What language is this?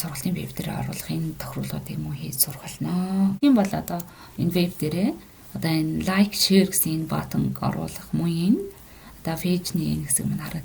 Mongolian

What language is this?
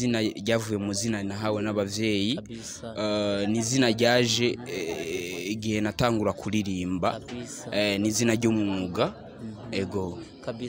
Rundi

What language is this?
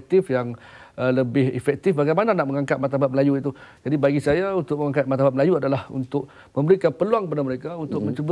Malay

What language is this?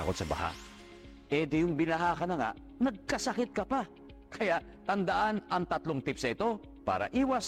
Filipino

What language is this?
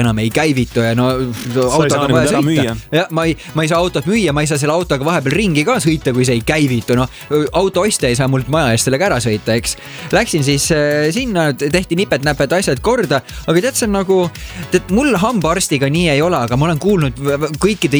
Estonian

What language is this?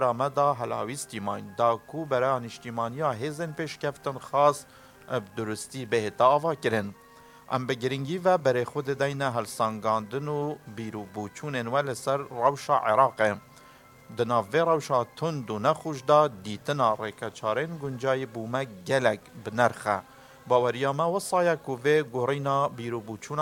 Kurdish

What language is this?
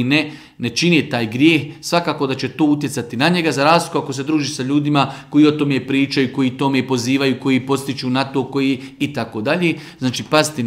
Bosnian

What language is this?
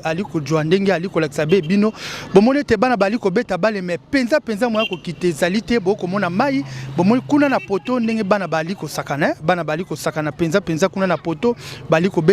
Lingala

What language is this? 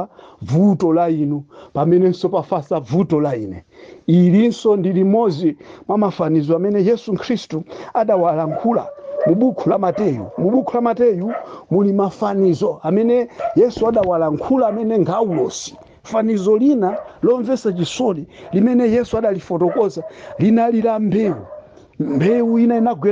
Nyanja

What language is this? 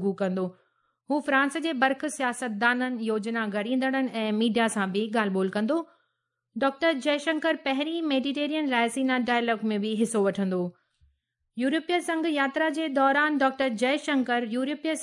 Sindhi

